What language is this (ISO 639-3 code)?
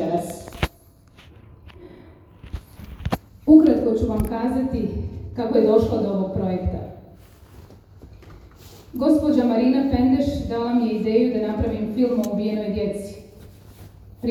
hrv